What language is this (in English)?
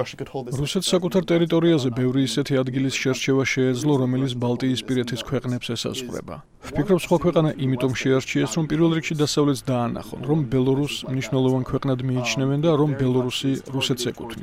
Georgian